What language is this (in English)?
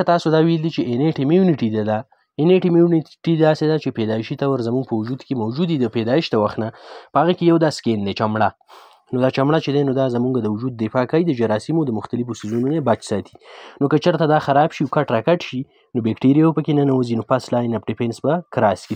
Pashto